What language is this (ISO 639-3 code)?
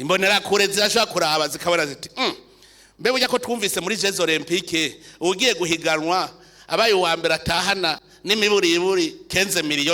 run